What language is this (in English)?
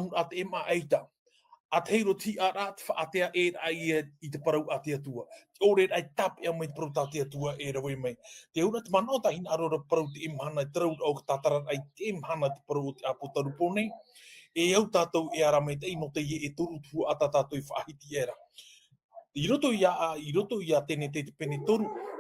Tahitian